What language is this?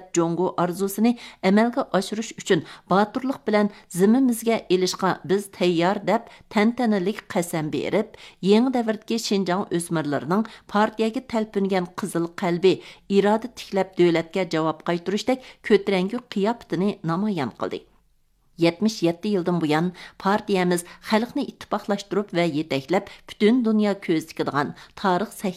Uyghur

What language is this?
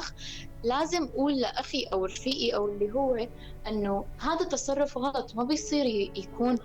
North Levantine Arabic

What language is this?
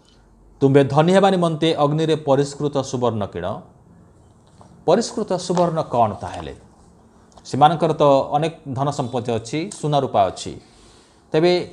Odia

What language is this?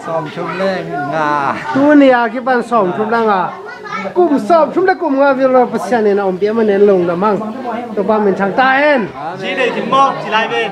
Tedim Chin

